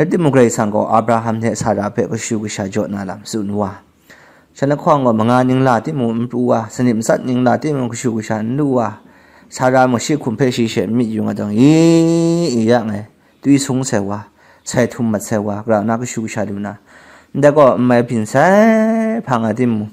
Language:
Kachin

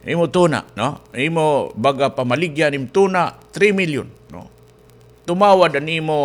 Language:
Waray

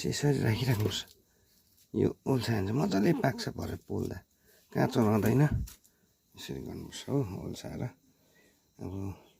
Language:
Nepali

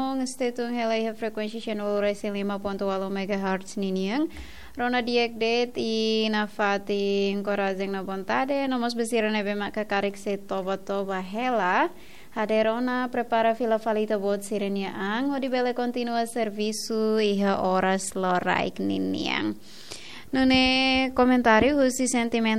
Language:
Tetum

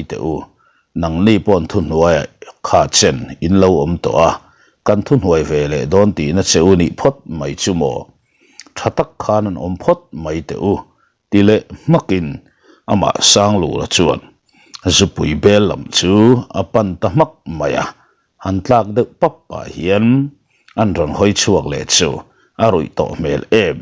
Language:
Mizo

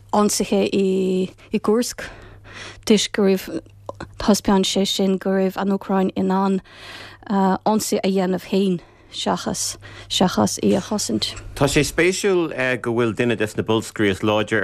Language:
Irish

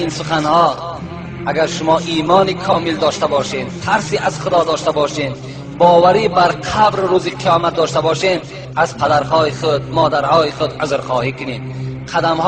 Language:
Tajik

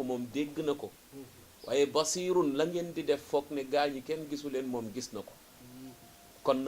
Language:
Wolof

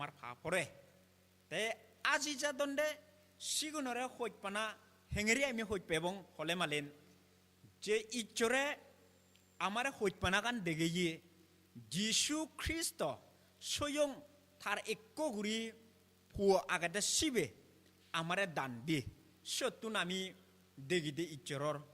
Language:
Chakma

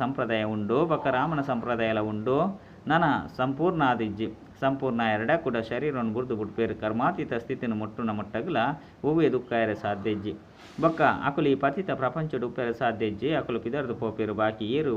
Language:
Tulu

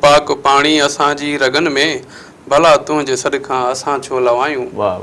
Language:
Sindhi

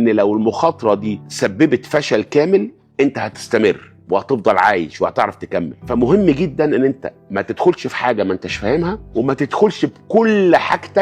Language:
Egyptian Arabic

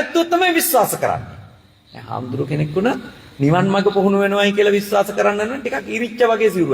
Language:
Sinhala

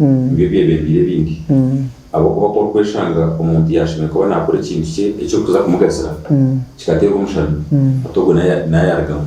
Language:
Nyankole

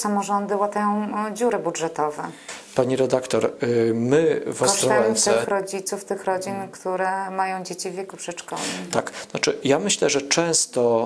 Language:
Polish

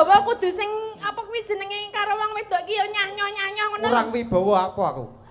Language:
Javanese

